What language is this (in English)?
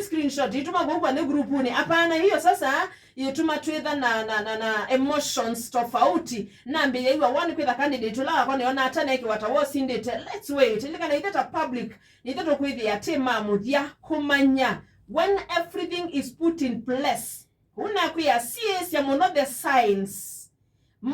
Kamba